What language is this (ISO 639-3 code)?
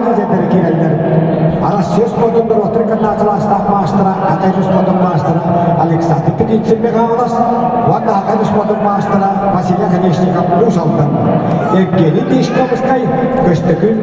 sah